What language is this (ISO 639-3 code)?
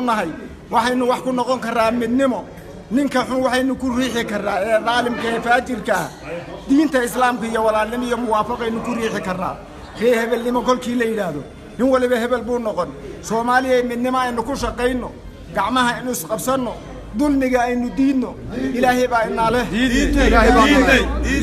som